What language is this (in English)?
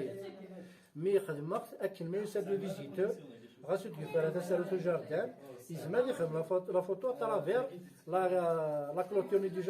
Kabyle